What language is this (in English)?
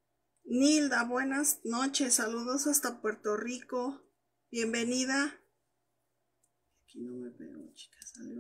Spanish